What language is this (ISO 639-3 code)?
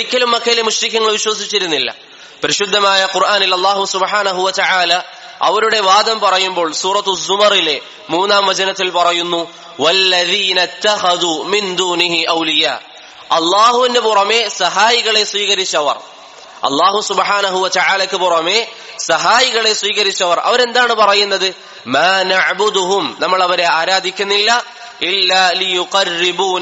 mal